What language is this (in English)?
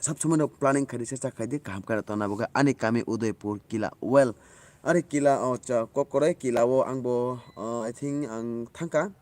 Kok Borok